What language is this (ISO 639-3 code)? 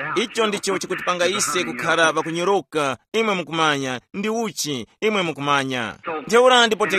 tum